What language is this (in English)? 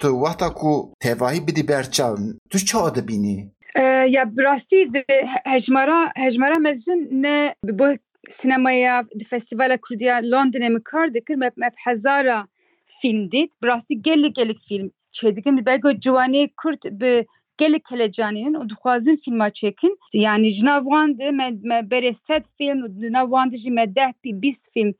Kurdish